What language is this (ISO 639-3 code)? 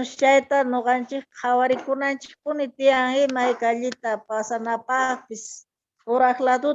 que